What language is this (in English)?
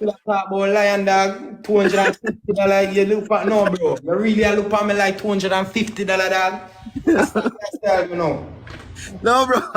Jamaican Creole English